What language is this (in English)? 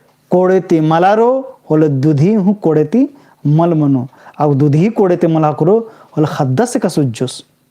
Kurukh